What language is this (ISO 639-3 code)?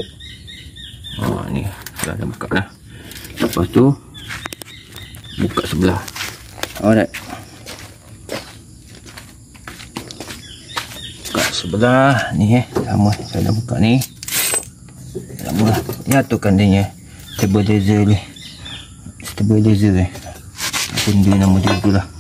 msa